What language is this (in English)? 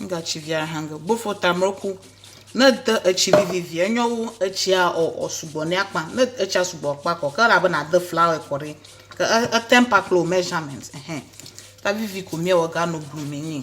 Ewe